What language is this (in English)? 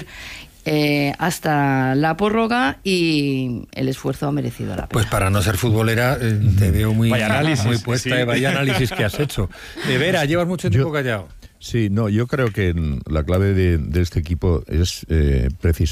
Spanish